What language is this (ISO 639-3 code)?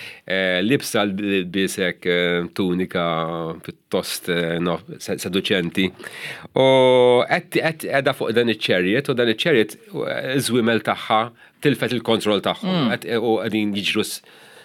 mlt